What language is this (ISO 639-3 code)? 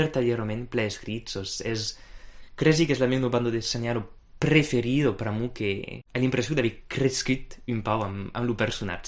oci